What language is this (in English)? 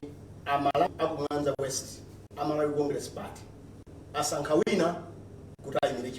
Nyanja